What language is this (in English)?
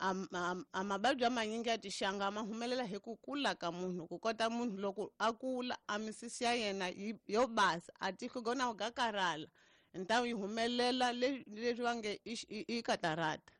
Tsonga